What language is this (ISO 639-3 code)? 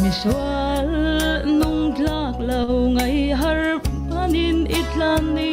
cfm